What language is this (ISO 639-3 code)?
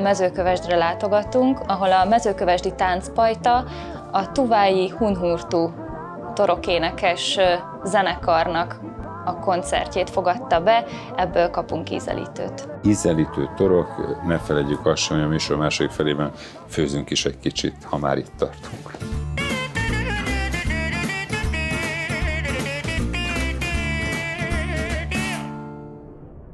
hun